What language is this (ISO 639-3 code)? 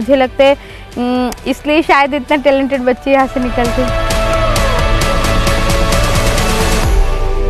hin